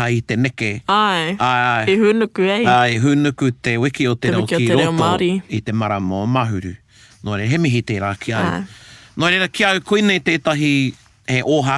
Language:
Māori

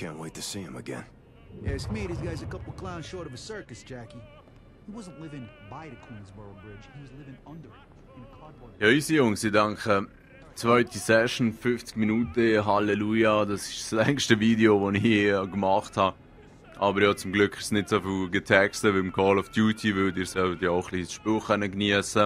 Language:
Swiss German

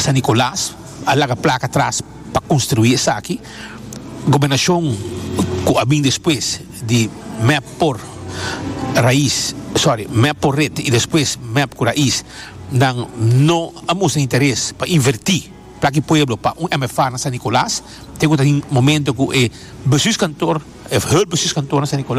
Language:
Papiamento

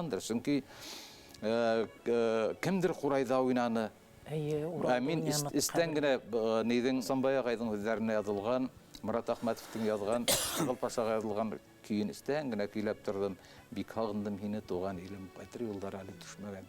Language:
Bashkir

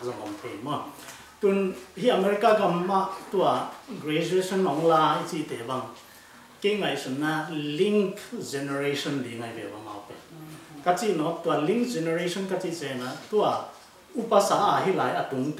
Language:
Tedim Chin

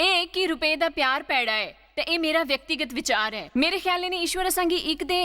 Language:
Dogri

